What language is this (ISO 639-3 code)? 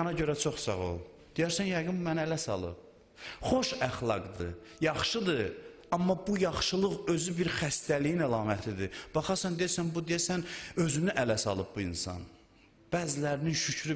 aze